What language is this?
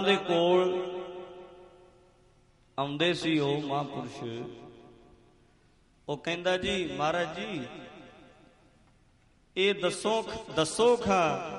Punjabi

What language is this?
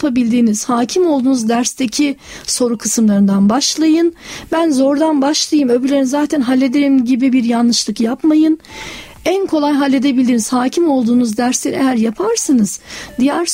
Turkish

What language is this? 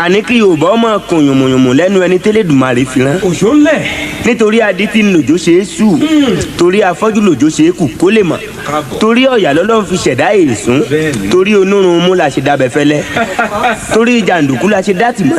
Yoruba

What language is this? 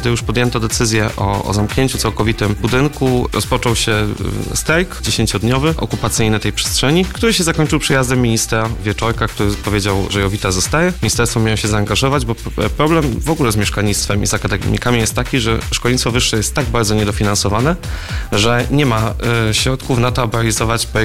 Polish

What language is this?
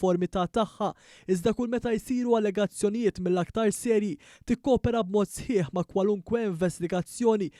Maltese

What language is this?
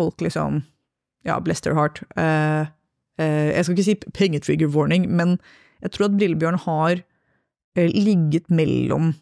Norwegian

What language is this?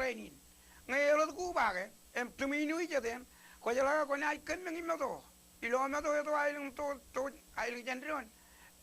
Marshallese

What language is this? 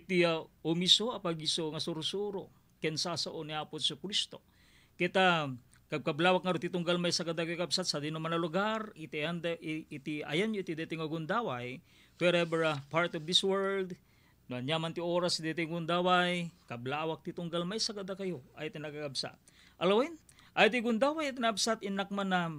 Iloko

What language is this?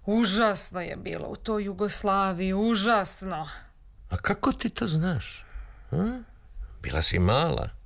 Serbian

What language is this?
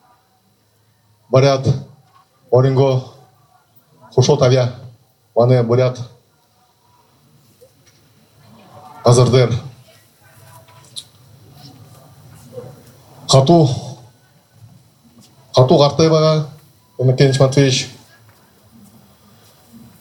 Buriat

